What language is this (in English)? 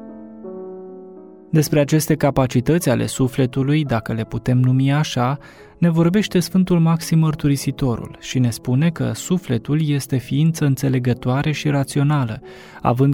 Romanian